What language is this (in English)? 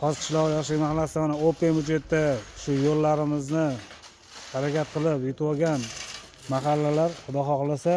Uzbek